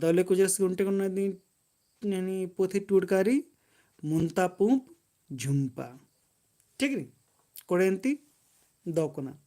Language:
Kurukh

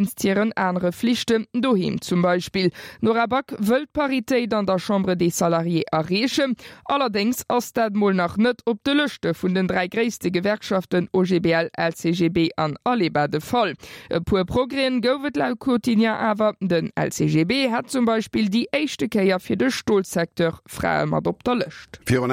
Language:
Luxembourgish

